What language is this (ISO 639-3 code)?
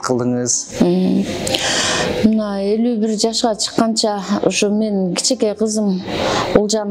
kir